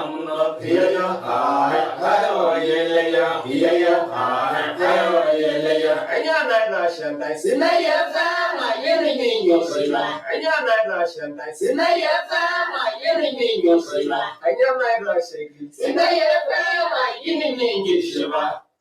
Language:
Masai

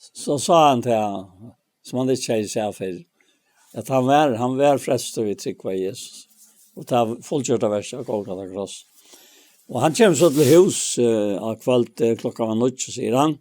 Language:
Faroese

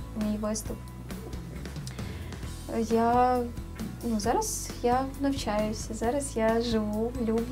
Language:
Ukrainian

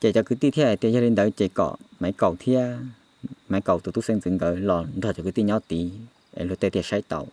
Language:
Hmong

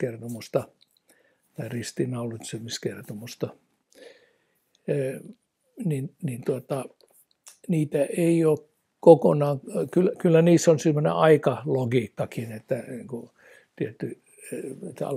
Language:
Finnish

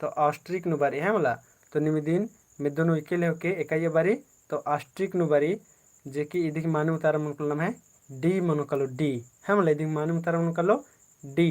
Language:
Kurukh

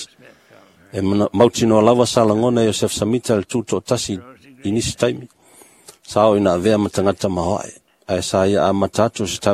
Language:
Samoan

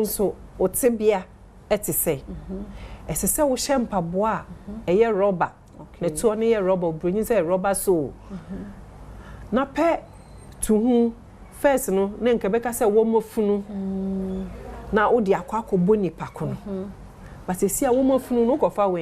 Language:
Akan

